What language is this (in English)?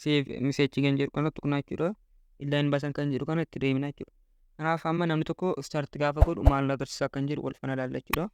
Oromo